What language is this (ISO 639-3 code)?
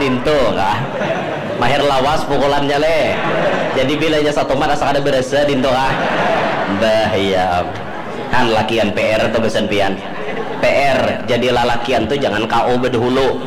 bjn